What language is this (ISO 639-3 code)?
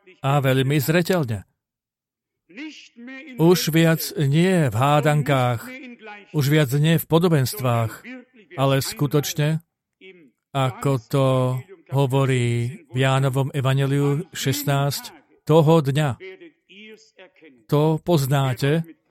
slk